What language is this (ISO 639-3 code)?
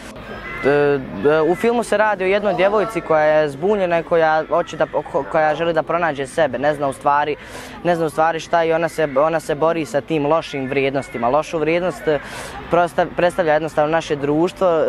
bos